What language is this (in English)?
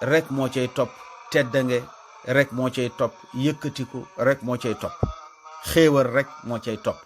Wolof